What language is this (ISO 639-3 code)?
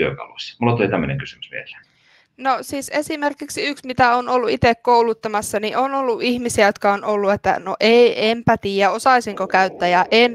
fin